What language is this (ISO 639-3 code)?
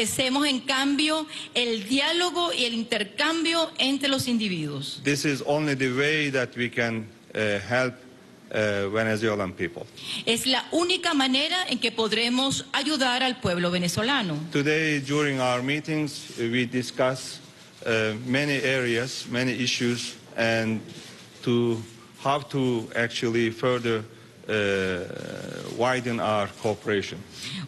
spa